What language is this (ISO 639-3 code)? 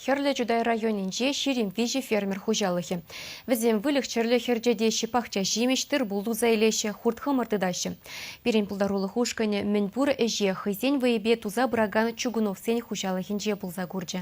chv